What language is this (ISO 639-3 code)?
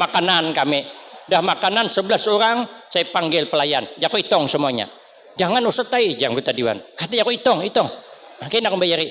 bjn